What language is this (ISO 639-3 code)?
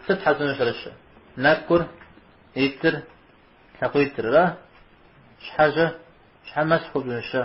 kbd